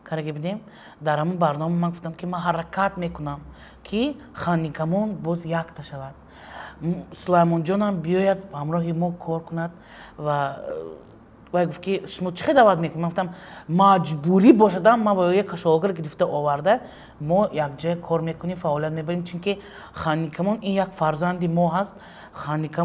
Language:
Tajik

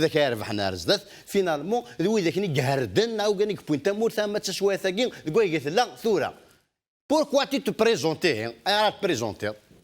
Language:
Kabyle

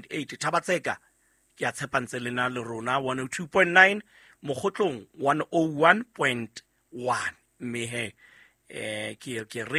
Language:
Southern Sotho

